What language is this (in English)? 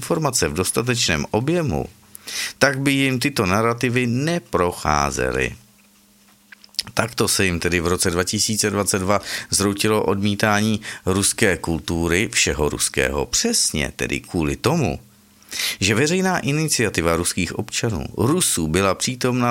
Czech